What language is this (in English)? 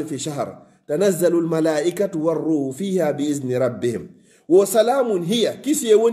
Fula